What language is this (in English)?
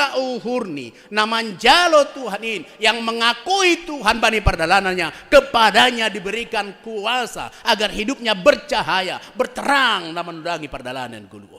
Batak Simalungun